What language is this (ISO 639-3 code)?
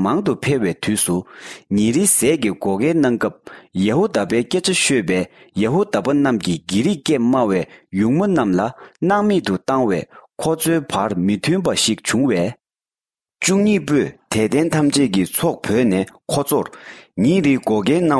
bod